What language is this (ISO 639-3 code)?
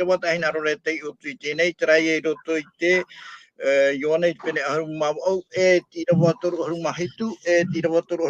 tah